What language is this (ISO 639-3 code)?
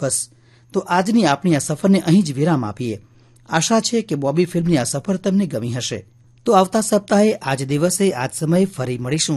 guj